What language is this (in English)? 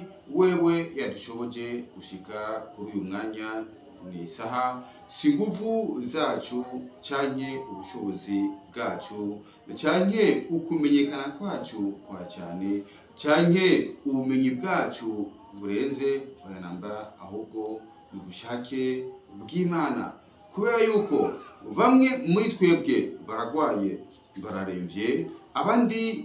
Rundi